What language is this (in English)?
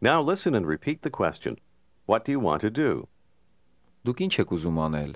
Armenian